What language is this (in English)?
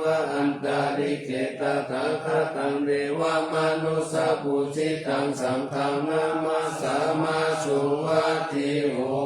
Pali